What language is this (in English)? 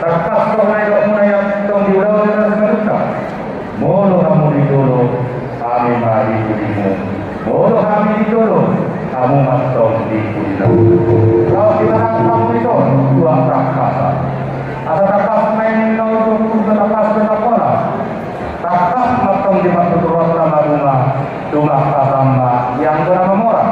Batak Toba